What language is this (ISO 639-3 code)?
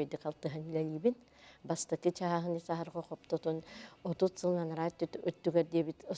sah